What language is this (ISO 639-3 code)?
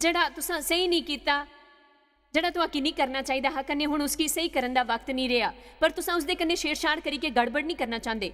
doi